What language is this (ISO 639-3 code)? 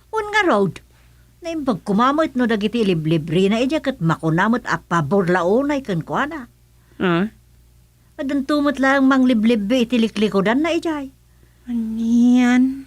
ilo